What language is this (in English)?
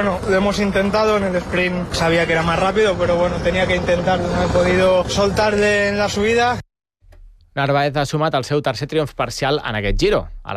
Catalan